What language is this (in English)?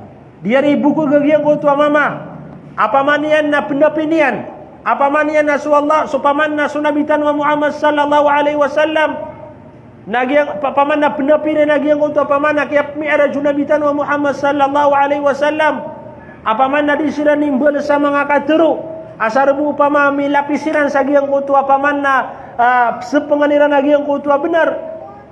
Maranao